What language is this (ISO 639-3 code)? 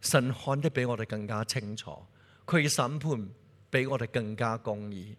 yue